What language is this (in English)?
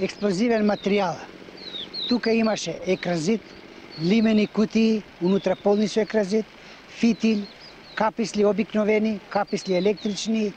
Macedonian